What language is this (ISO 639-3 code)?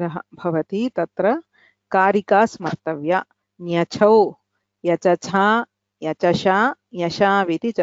san